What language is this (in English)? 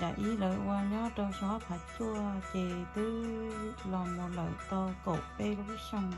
Hmong